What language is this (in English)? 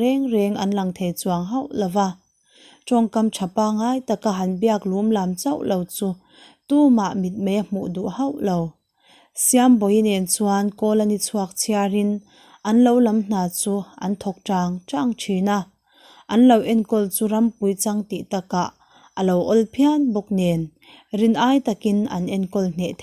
Mizo